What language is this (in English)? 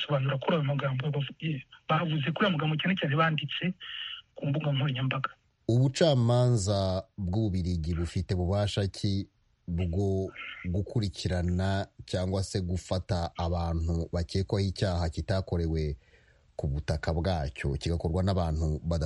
Kinyarwanda